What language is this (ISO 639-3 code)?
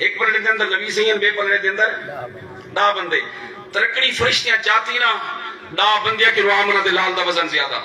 skr